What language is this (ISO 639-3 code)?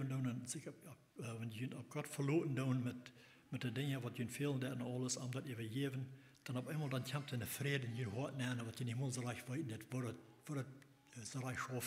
pdt